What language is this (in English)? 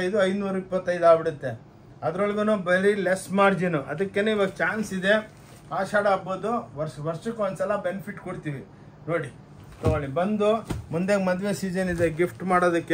Kannada